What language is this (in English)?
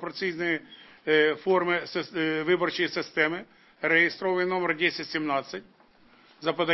Ukrainian